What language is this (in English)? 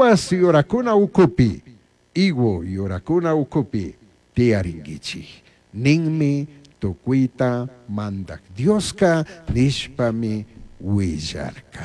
Chimborazo Highland Quichua